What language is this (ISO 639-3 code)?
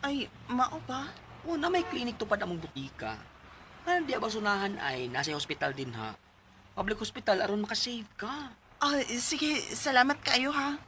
ceb